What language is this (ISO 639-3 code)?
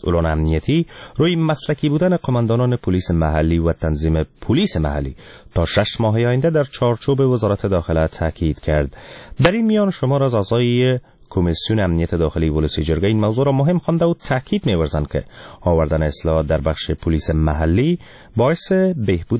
fas